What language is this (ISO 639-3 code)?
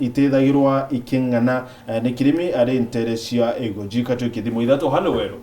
mer